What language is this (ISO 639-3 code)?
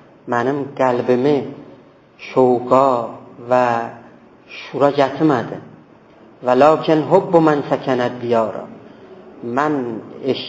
azb